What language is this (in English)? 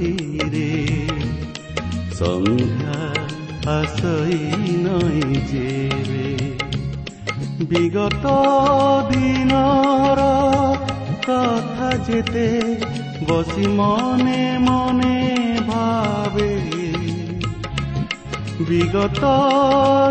Odia